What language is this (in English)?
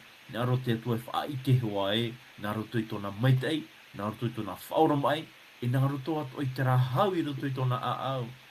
Tahitian